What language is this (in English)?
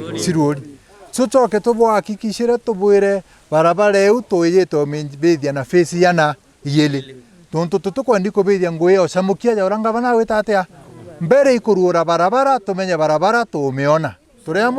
Meru